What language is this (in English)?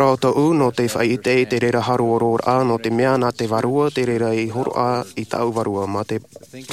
Tahitian